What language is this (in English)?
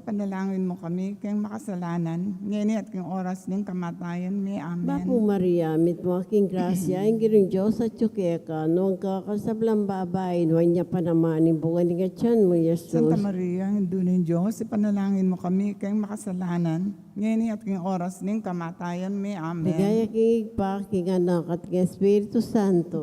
Pampanga